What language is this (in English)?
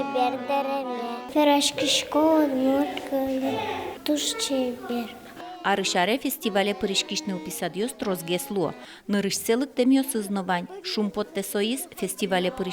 Udmurt